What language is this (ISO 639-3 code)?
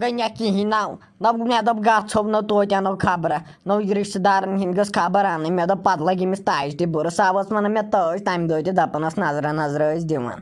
kas